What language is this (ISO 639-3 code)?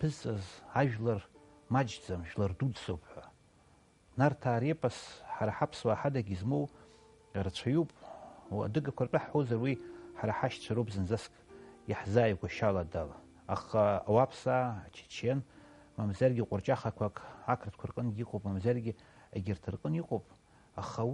abk